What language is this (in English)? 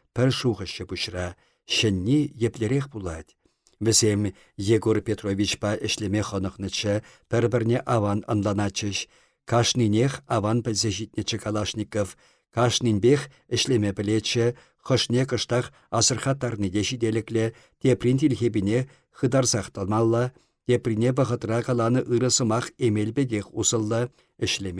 Chuvash